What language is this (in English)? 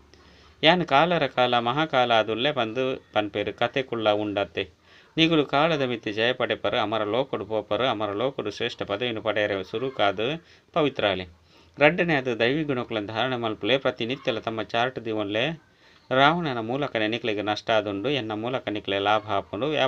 Tulu